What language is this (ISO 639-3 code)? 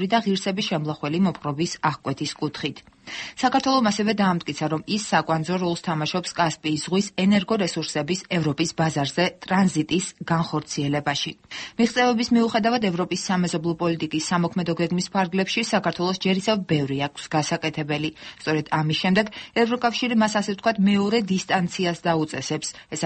kat